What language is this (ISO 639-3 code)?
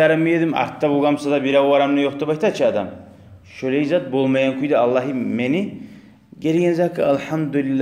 kum